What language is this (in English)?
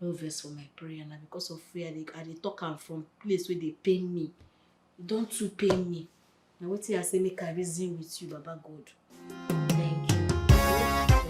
Nigerian Pidgin